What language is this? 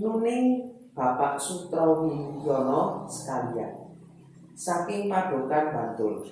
Javanese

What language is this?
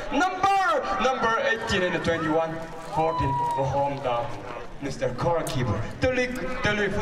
Tangkhul Naga (India)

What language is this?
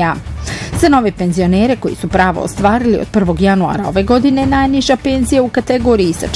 Bosnian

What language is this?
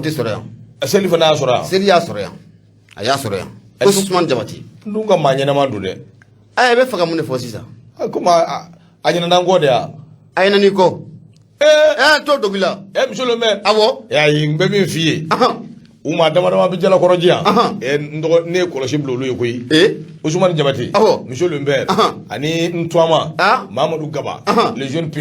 Bambara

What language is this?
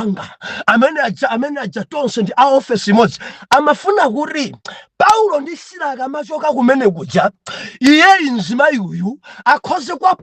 Nyanja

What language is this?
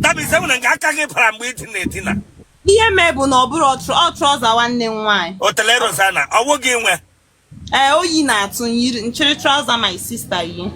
Igbo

